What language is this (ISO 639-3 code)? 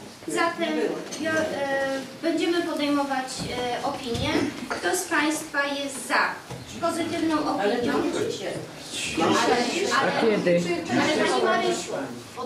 pol